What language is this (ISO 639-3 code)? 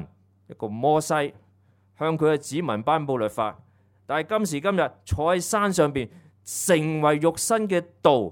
yue